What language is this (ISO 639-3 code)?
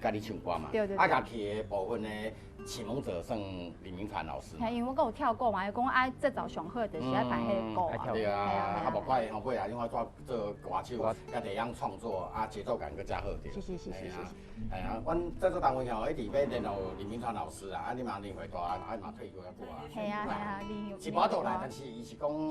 nan